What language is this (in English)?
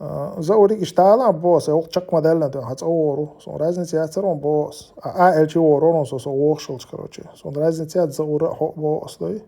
Chechen